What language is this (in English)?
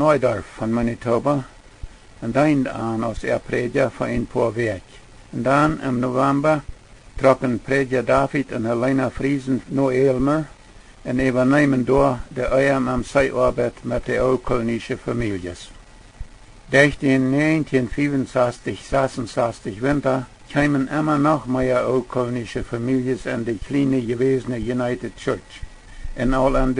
Plautdietsch